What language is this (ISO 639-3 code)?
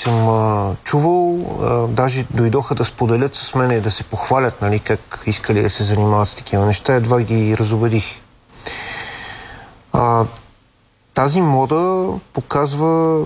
bul